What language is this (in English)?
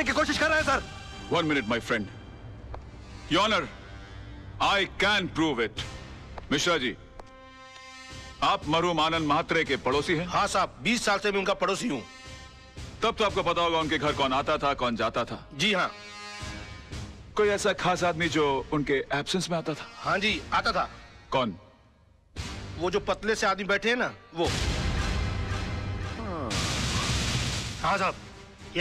Hindi